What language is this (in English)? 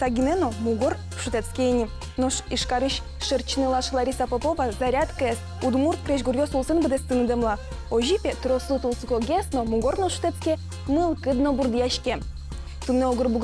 Udmurt